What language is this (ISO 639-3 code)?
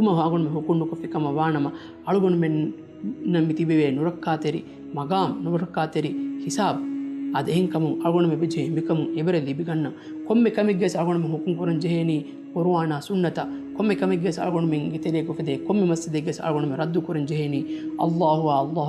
div